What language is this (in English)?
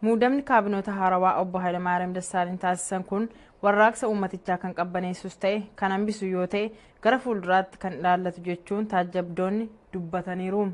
Oromo